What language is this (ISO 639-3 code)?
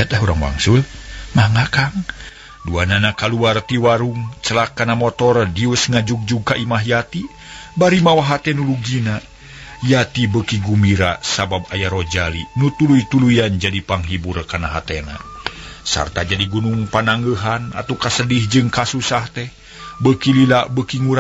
sun